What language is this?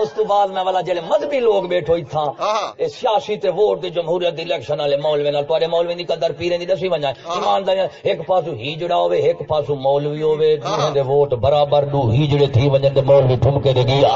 Saraiki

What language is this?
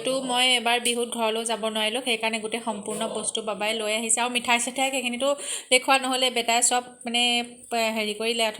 Assamese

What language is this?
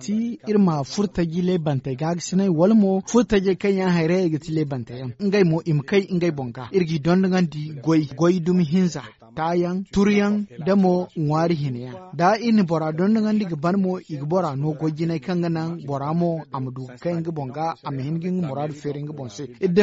Zarma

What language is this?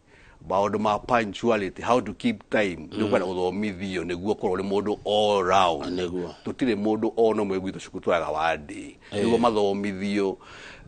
Kikuyu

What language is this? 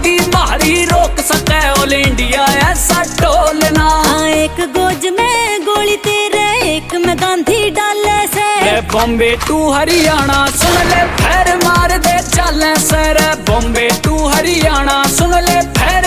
Haryanvi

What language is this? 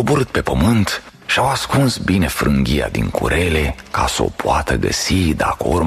Romanian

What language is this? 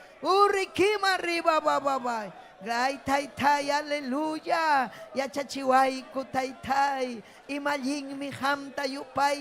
Ayacucho Quechua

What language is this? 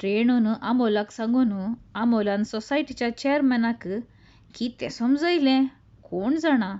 Konkani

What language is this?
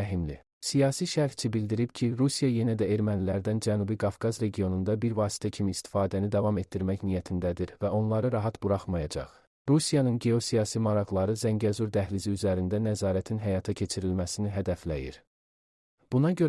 Azerbaijani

